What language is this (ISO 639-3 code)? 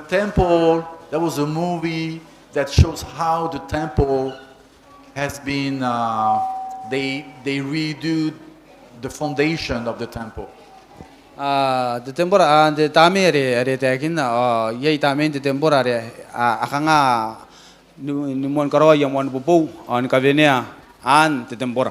gil